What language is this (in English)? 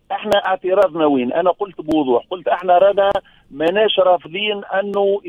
Tunisian Arabic